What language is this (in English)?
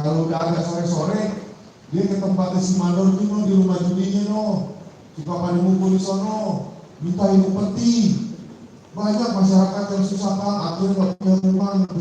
Betawi